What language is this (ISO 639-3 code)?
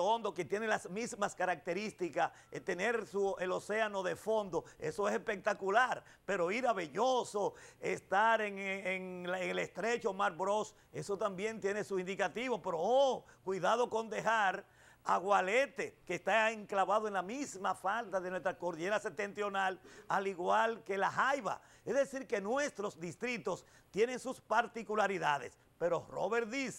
spa